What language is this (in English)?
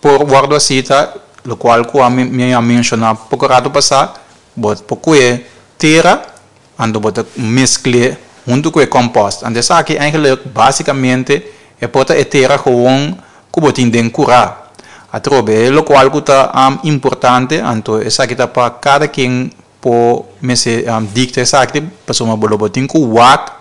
Papiamento